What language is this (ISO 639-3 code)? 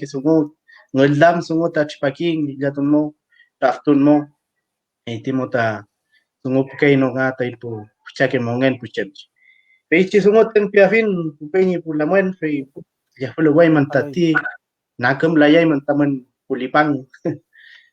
arn